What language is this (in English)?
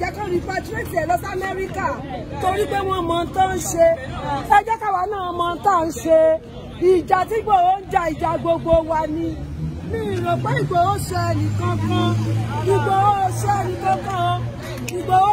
Yoruba